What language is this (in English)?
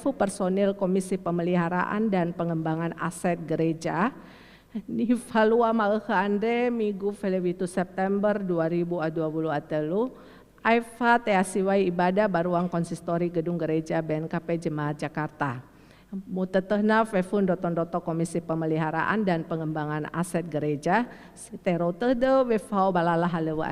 Nias